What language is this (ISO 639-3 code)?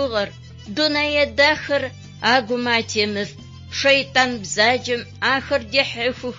ady